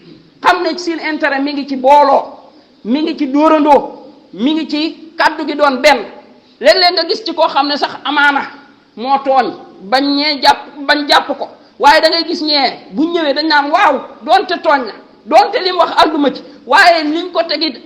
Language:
Wolof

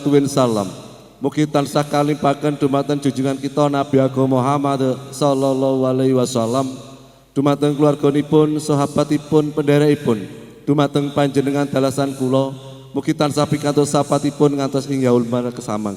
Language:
Javanese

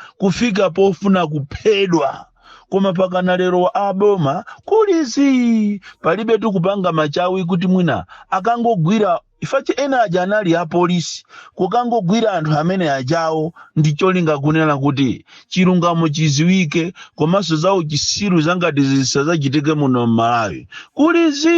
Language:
Nyanja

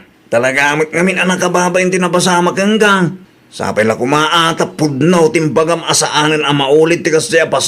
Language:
Iloko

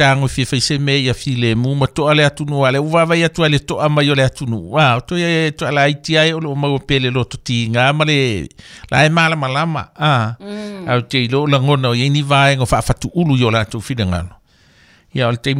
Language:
Samoan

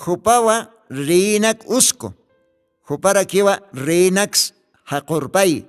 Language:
Aymara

